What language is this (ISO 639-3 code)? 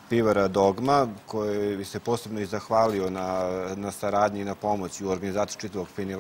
srp